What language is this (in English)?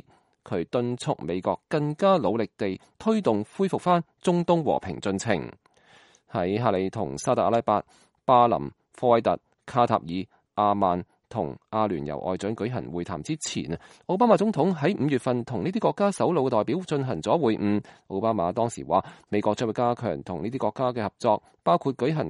Cantonese